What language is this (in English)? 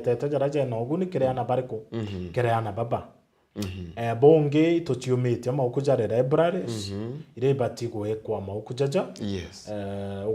Meru